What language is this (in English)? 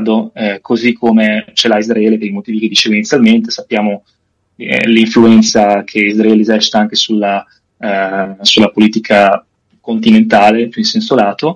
Italian